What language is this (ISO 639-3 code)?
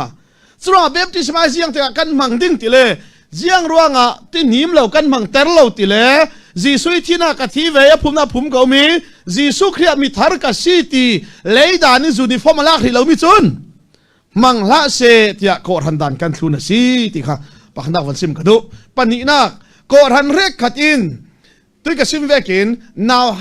cfm